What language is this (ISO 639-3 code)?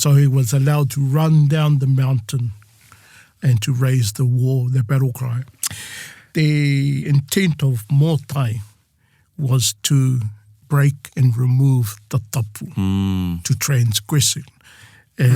mri